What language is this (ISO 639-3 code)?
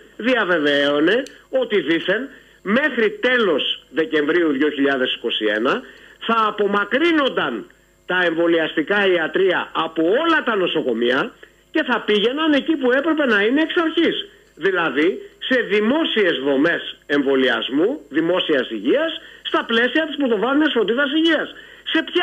ell